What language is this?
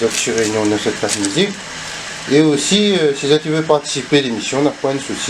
Réunion Creole French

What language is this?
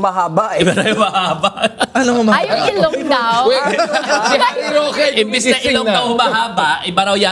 Filipino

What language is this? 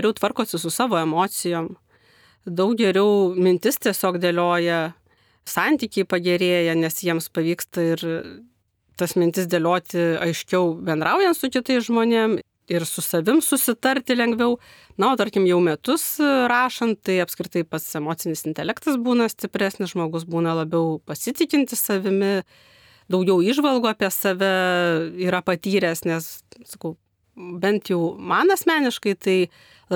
Lithuanian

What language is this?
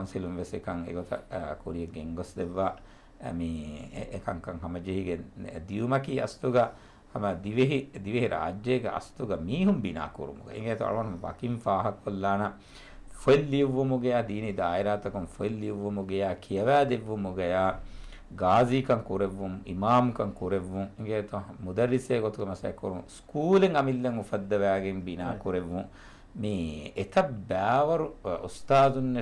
Divehi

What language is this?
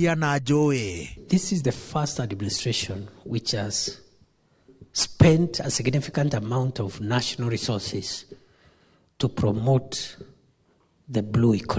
Kikuyu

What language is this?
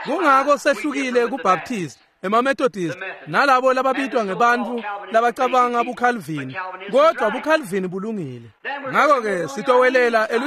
Swati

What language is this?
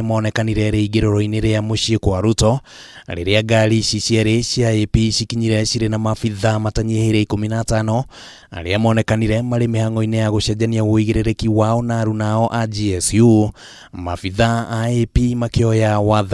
Kikuyu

